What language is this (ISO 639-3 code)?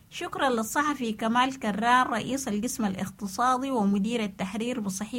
apd